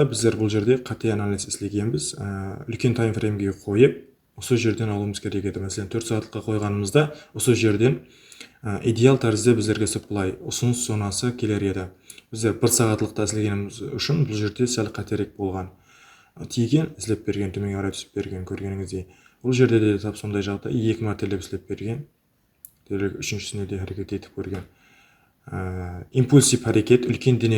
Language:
Kara-Kalpak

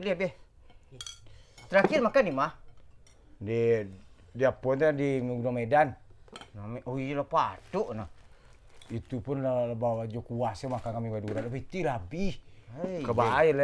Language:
Minangkabau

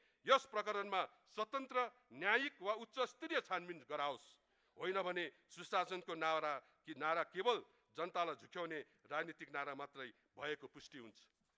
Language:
Nepali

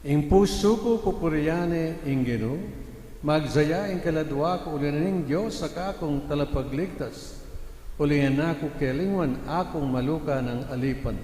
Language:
Pampanga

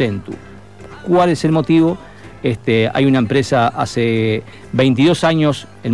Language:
Spanish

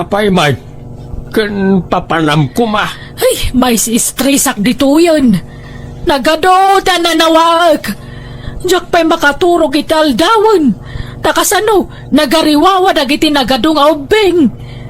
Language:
Iloko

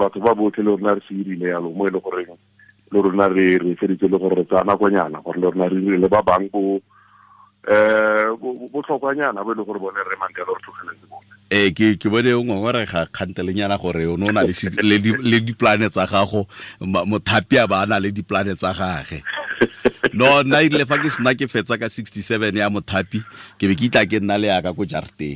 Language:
Tswana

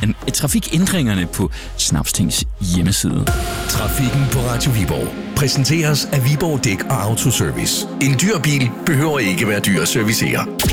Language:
Danish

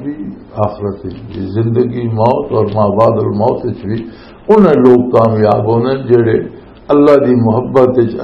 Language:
Western Panjabi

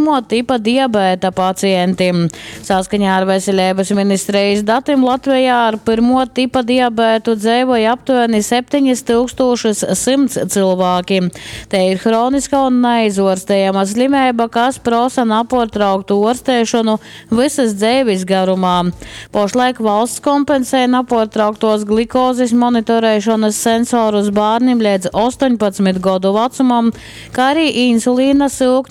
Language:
Latgalian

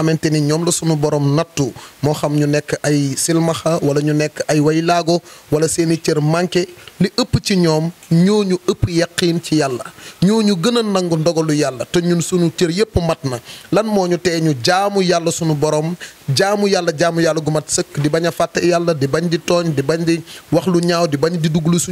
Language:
Wolof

